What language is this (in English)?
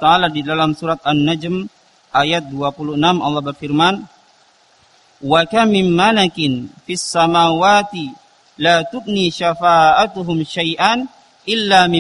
Indonesian